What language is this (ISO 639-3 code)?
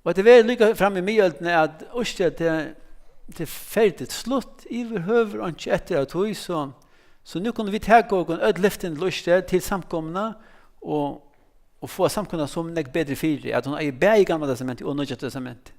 fao